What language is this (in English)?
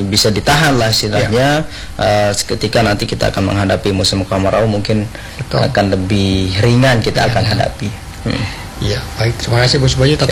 Indonesian